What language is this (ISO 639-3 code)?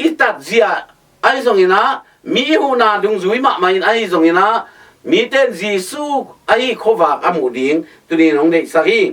ctd